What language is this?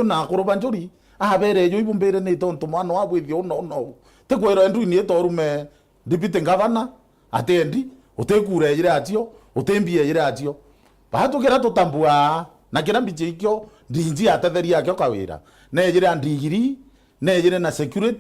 Meru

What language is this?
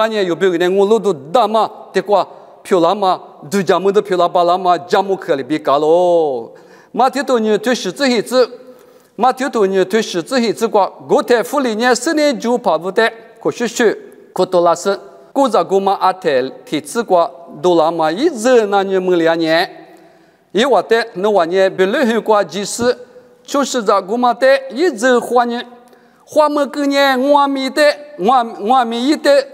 Lisu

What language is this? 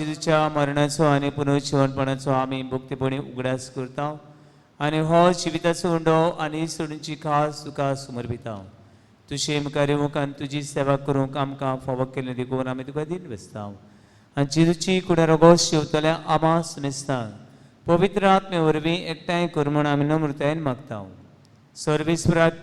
Konkani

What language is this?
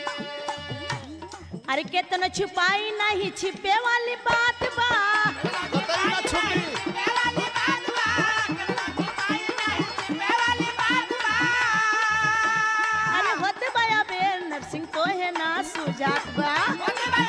Bhojpuri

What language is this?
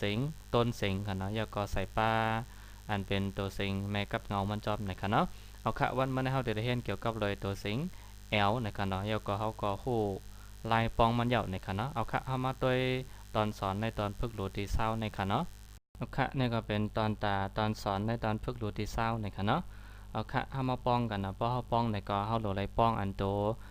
Shan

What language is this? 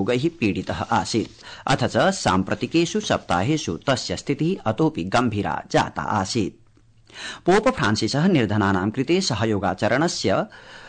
Sanskrit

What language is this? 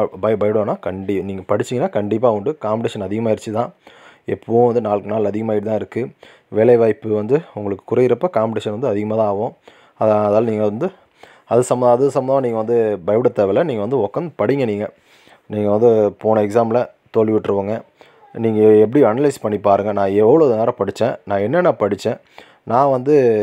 Tamil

